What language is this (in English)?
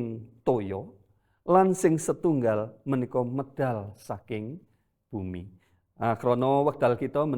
Javanese